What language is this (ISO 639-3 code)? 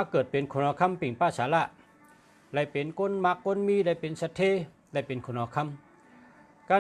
shn